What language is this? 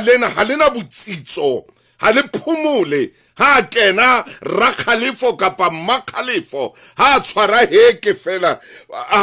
Southern Sotho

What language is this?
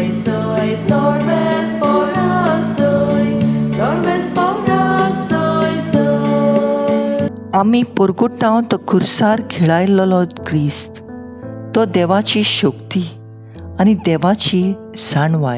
Konkani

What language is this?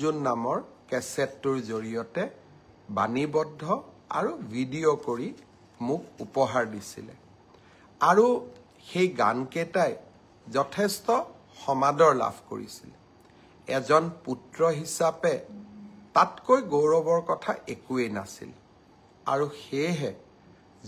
Assamese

